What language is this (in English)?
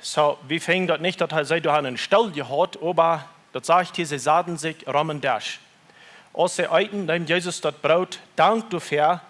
Plautdietsch